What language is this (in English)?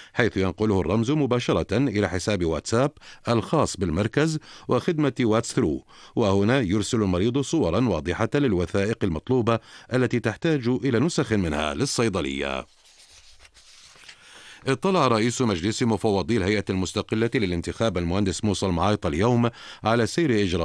Arabic